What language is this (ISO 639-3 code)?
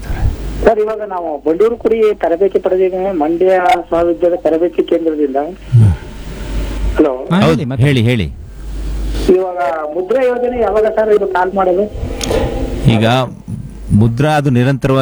kan